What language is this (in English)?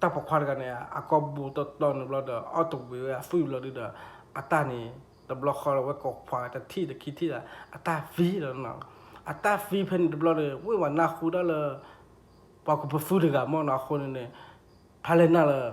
S'gaw Karen